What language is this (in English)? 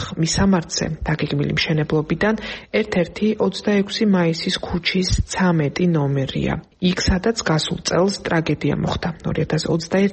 Georgian